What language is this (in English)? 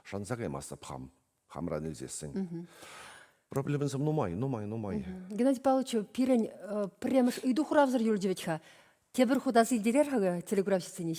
Chuvash